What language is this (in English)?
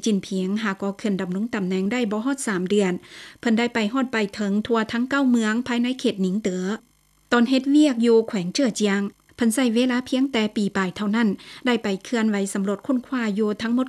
Lao